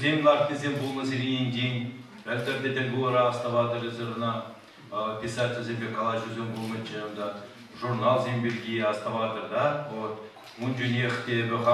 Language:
Chuvash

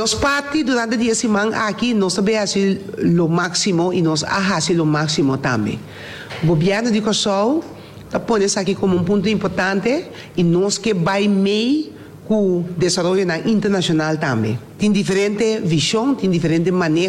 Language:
Papiamento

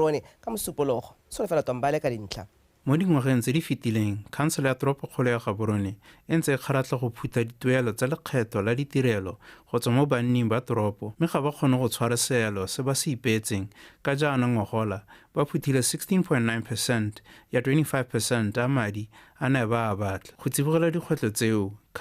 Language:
Tswana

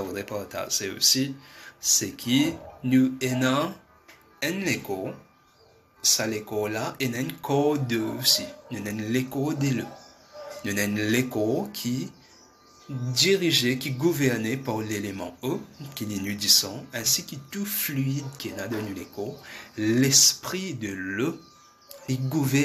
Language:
Morisyen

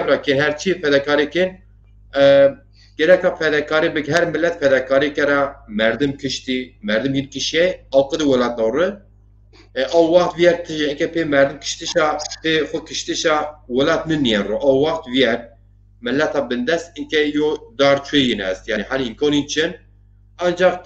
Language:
Zaza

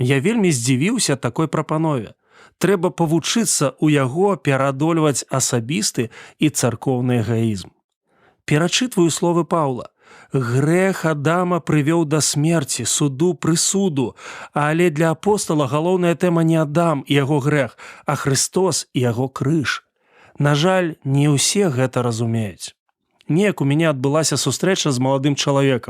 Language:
Belarusian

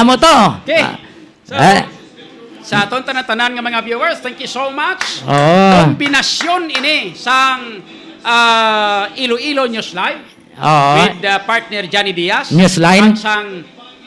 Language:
Hiligaynon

